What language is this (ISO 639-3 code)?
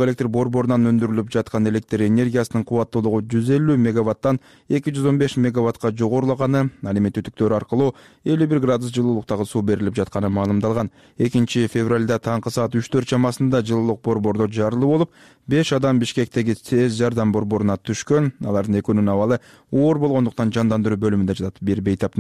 kir